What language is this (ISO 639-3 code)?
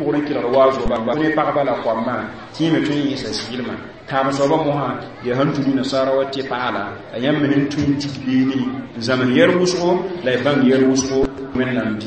mos